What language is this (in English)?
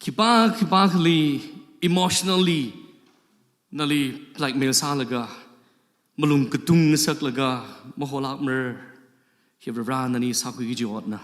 Tangkhul Naga (India)